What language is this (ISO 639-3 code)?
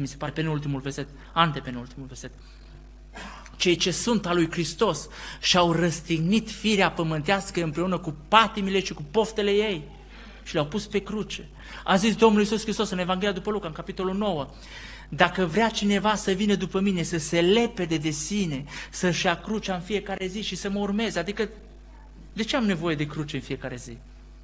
ron